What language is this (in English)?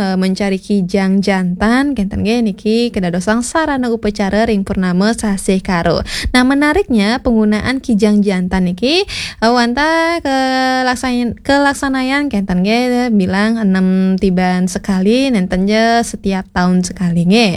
Balinese